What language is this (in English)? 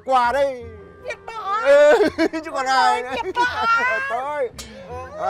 Vietnamese